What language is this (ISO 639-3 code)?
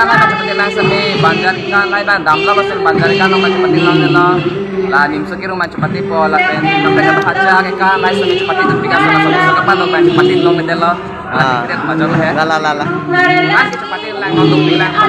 mjw